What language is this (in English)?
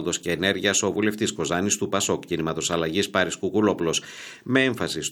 Greek